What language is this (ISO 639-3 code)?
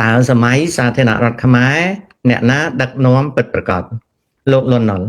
khm